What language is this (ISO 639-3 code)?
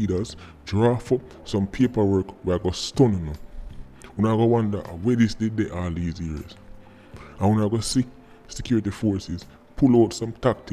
jam